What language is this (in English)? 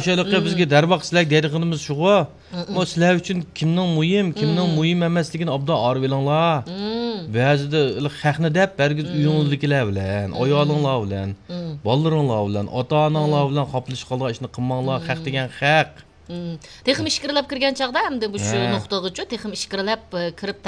Uyghur